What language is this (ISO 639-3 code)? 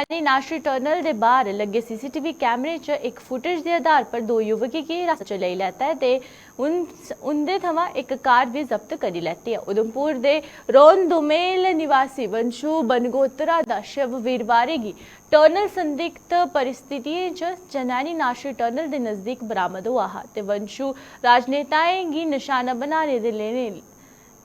doi